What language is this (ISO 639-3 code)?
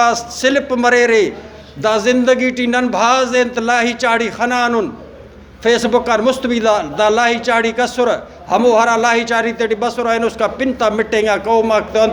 brh